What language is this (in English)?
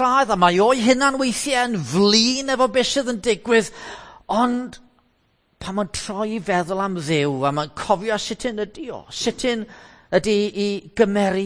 Welsh